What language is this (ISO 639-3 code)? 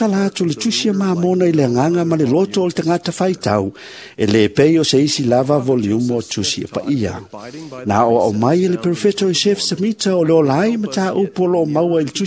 smo